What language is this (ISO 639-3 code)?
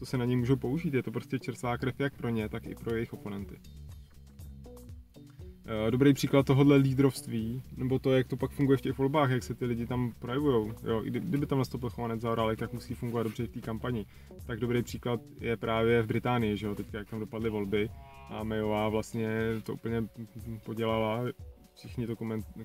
ces